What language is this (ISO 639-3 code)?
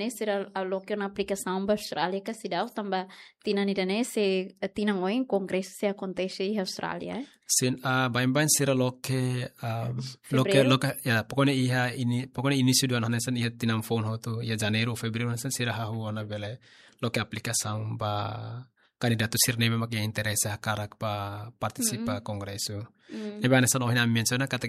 tet